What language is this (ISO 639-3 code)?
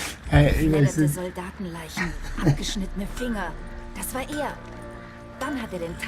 gsw